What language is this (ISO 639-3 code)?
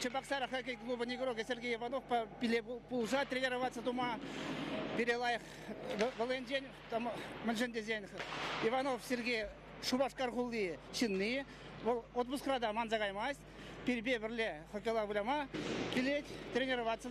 chv